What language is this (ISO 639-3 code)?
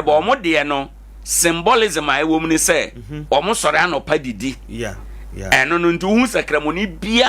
aka